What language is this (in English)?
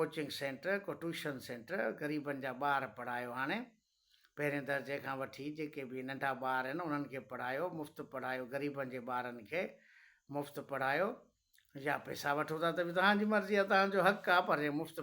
Sindhi